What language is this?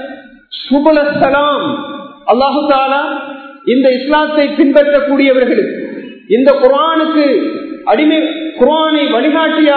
Tamil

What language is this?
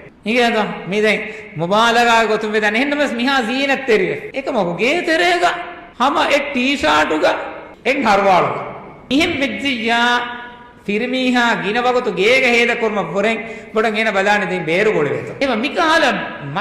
Divehi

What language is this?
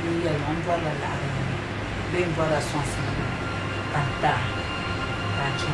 Dagbani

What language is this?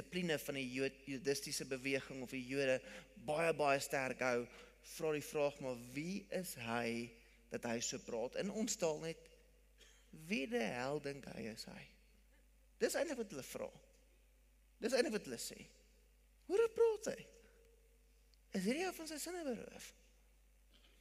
Afrikaans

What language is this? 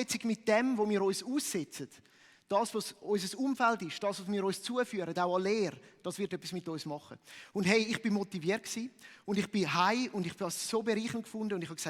Swiss German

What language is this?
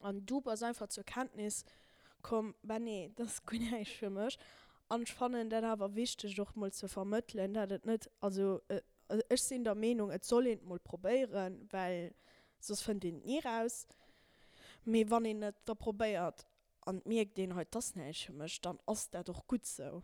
Luxembourgish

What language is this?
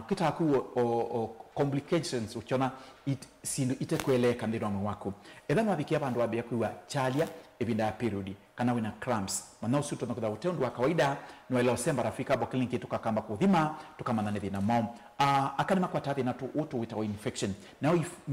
Kamba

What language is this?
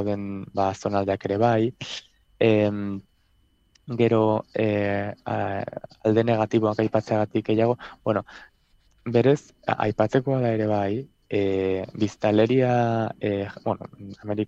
Basque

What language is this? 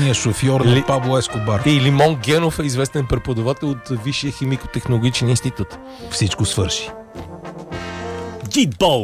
Bulgarian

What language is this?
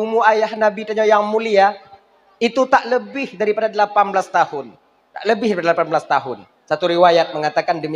Achinese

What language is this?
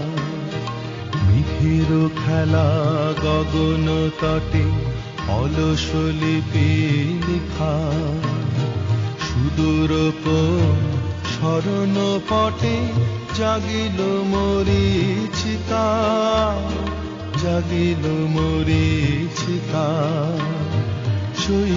Bangla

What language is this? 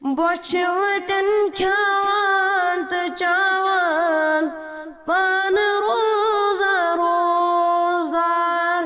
Kashmiri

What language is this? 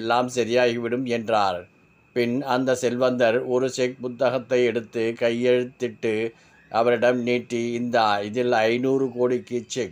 Tamil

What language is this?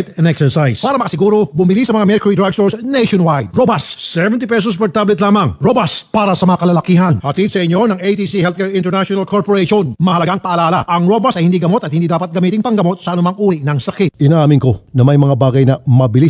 Filipino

